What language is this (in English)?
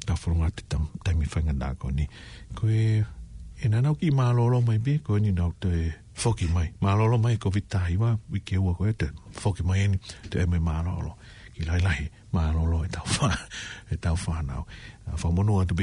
Tongan